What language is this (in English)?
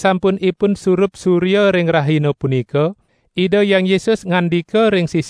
Balinese